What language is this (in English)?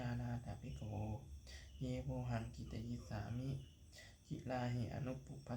Pali